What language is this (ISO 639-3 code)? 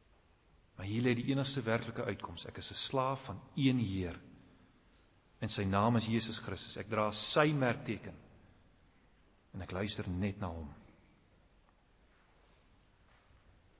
afr